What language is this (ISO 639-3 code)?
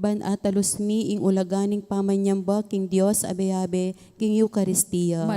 pam